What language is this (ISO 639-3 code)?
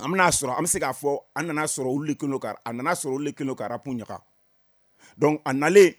bam